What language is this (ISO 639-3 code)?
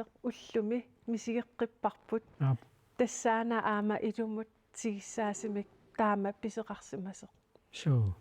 kal